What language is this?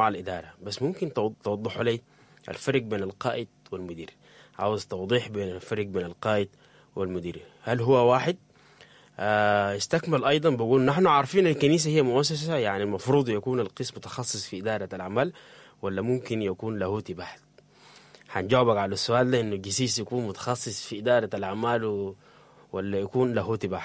Sudanese Arabic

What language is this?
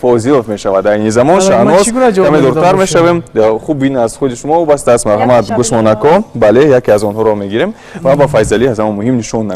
Tajik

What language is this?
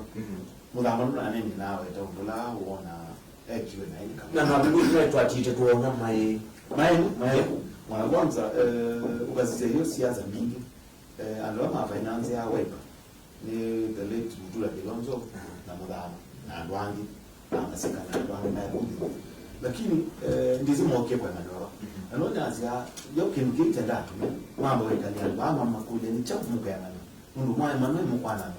Kamba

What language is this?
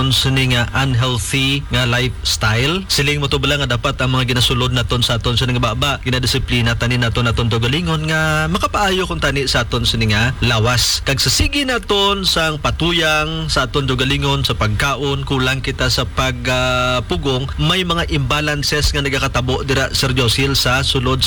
Hiligaynon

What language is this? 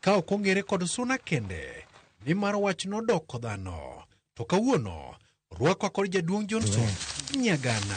Luo (Kenya and Tanzania)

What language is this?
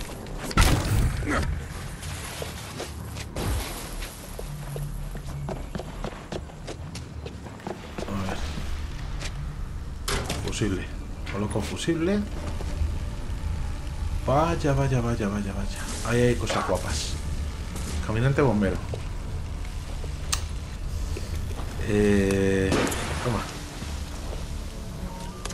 Spanish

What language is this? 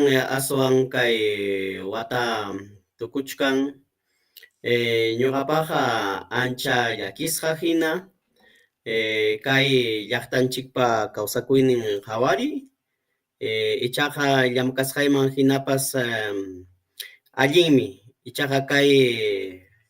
Ayacucho Quechua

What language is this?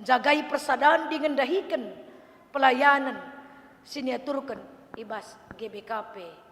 Batak Karo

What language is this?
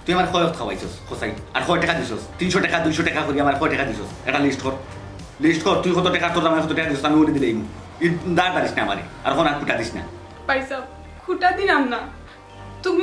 Sylheti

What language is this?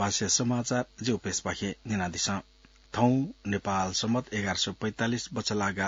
Newari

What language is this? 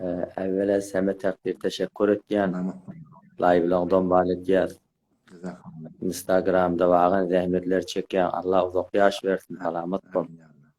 Turkmen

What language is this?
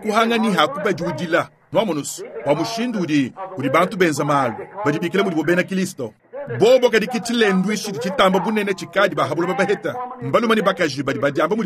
Luba-Lulua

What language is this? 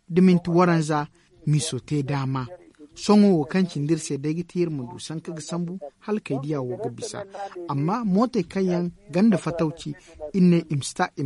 Zarma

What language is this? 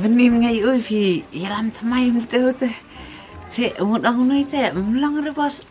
Khasi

